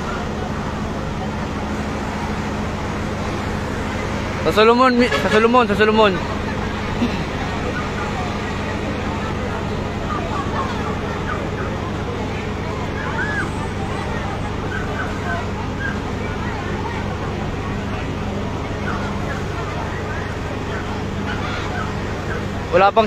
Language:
Filipino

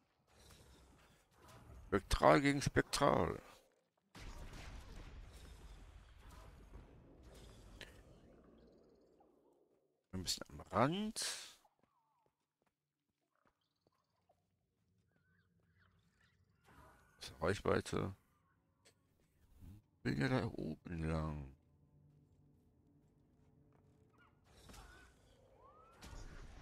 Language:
German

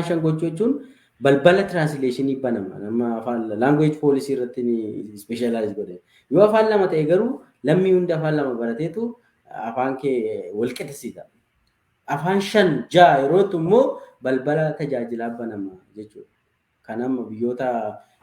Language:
Oromo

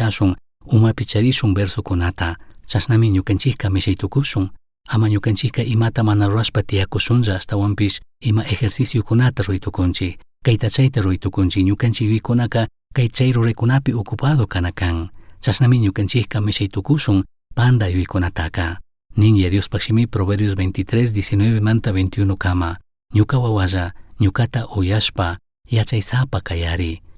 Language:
Chimborazo Highland Quichua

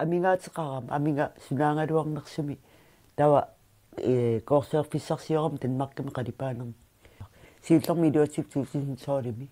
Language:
Kalaallisut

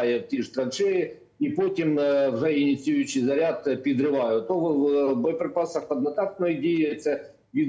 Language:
Ukrainian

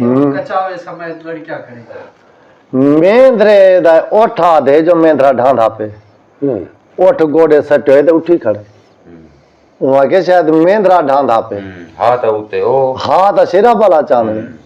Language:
Saraiki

